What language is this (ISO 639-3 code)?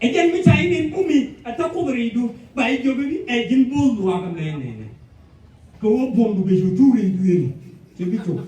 nus